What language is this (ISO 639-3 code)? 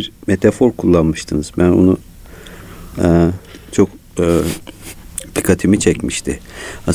tur